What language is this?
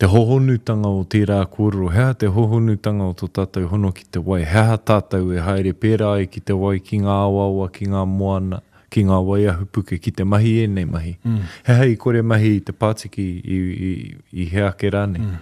Māori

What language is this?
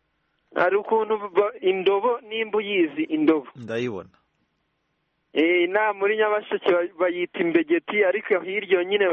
Kinyarwanda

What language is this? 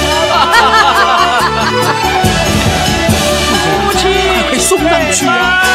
Chinese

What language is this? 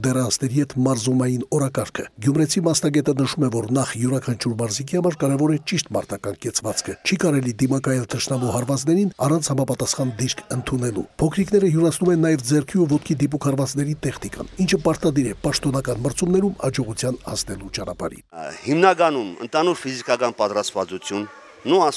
Armenian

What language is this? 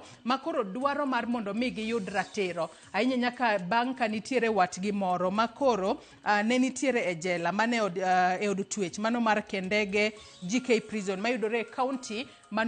Luo (Kenya and Tanzania)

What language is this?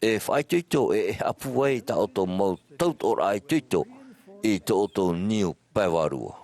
Tahitian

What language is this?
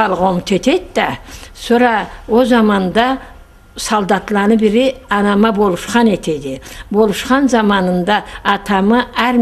Karachay-Balkar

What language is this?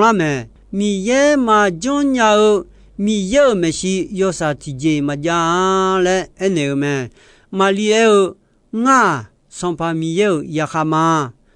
Akha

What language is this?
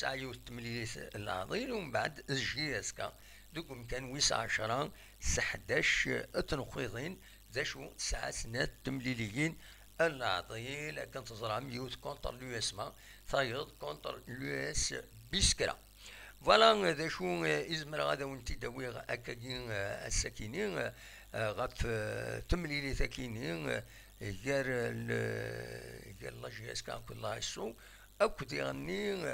Kabyle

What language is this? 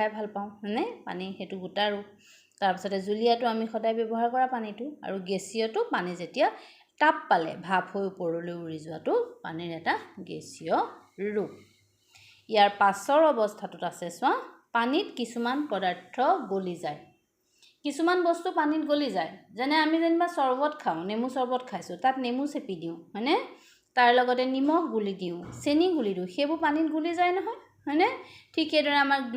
Assamese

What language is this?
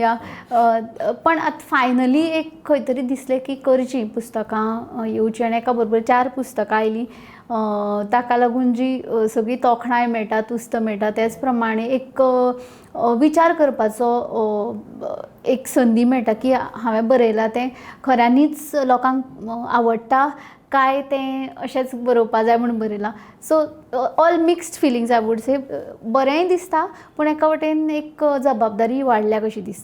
Konkani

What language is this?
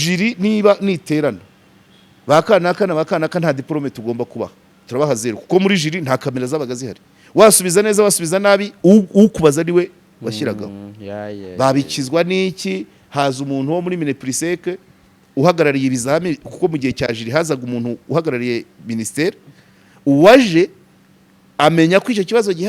Kinyarwanda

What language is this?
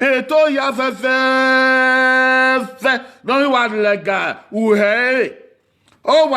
Bini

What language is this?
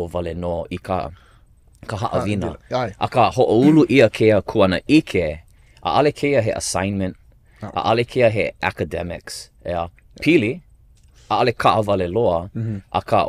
Hawaiian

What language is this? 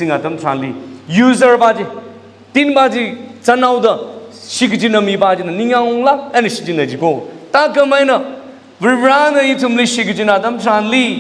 Tangkhul Naga (India)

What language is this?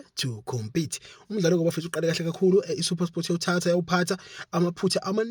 Zulu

